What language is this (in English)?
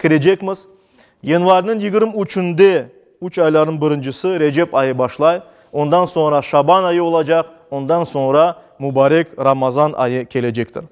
Crimean Tatar